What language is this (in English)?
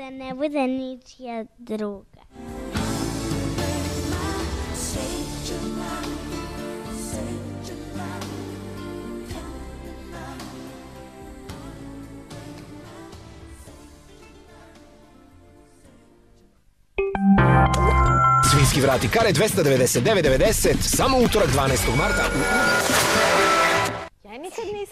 Serbian